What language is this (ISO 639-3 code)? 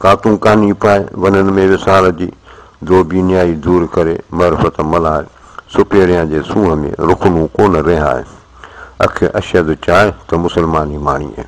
snd